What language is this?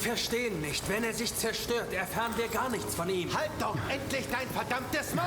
Bavarian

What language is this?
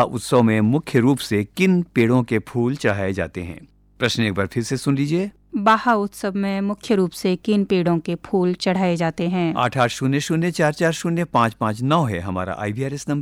Hindi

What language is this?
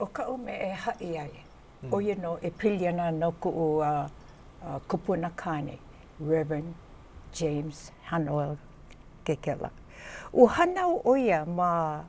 Hawaiian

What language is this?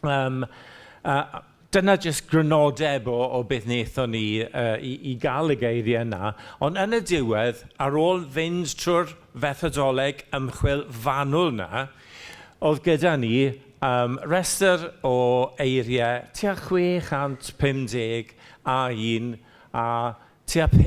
Welsh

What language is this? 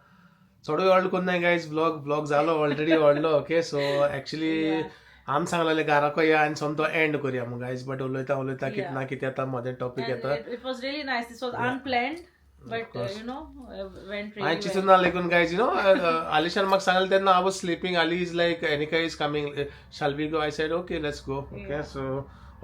Konkani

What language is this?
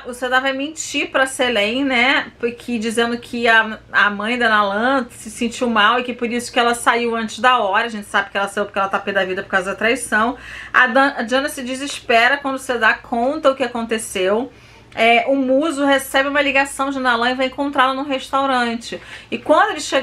Portuguese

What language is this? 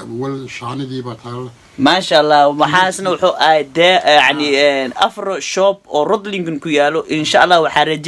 Somali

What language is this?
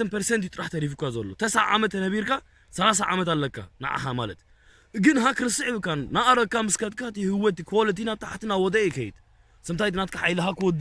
Tigrinya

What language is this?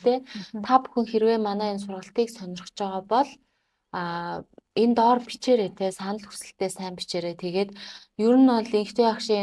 Mongolian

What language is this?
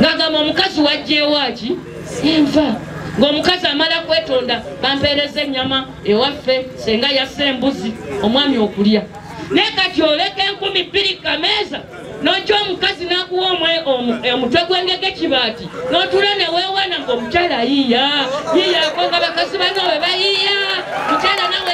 Ganda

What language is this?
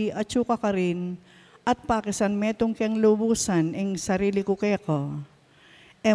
Pampanga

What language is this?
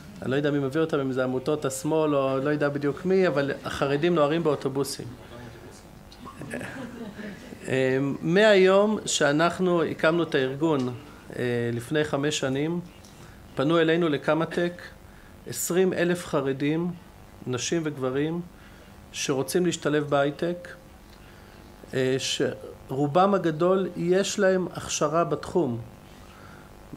Hebrew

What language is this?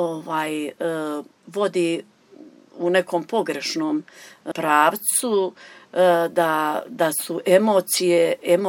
Croatian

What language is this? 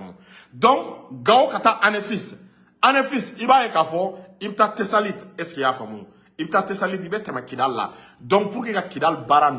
Bambara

